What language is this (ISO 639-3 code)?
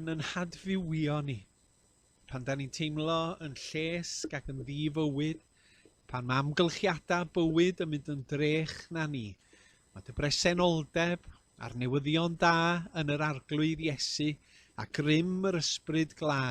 cym